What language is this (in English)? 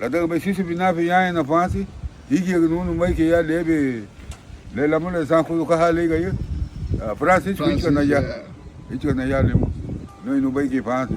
Garifuna